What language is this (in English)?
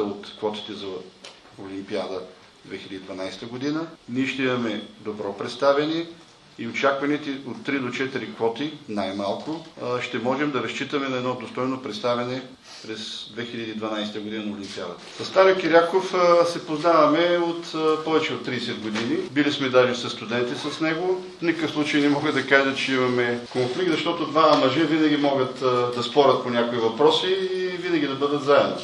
Bulgarian